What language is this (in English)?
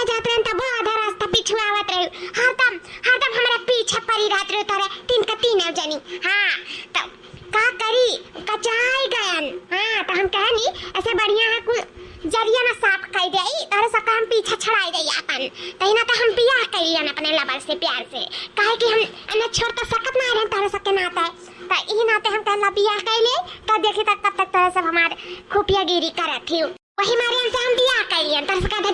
Awadhi